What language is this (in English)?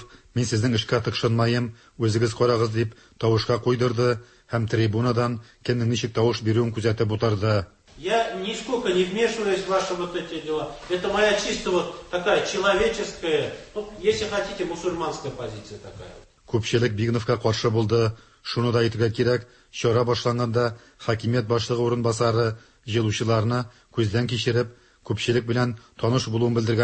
Tatar